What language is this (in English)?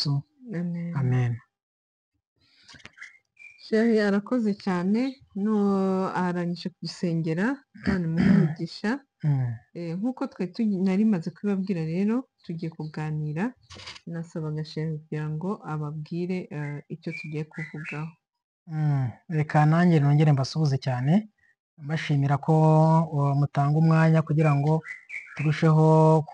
Kinyarwanda